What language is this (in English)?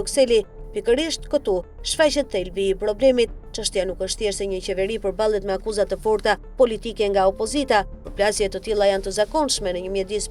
Albanian